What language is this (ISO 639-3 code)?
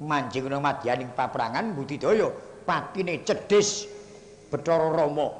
jav